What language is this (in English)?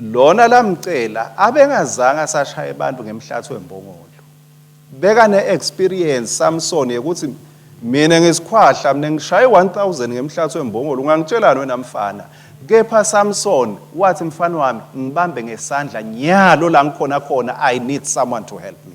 Swati